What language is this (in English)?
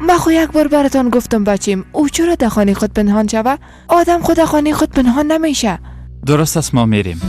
Persian